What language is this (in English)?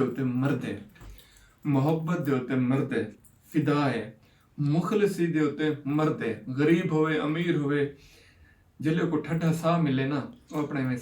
Saraiki